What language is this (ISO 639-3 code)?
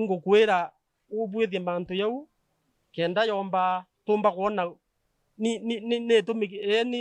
mer